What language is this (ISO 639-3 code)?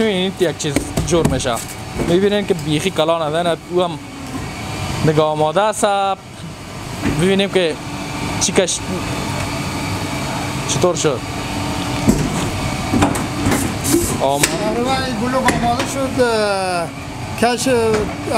fas